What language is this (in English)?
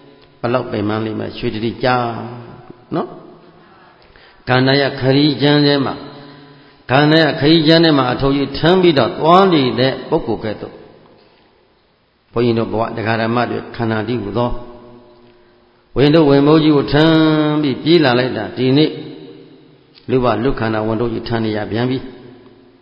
Burmese